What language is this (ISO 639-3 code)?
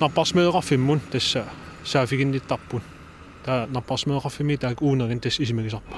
kal